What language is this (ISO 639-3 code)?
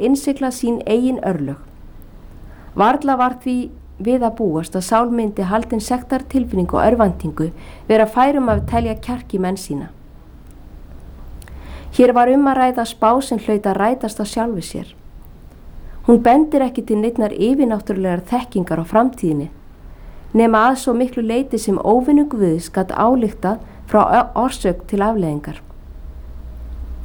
isl